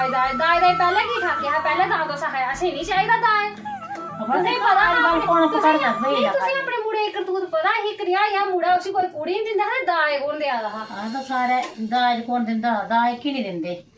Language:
Dogri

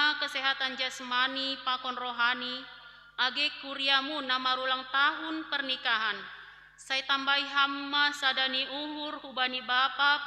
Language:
Batak Simalungun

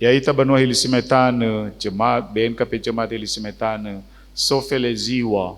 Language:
Nias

